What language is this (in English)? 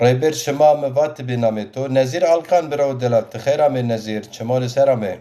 Zaza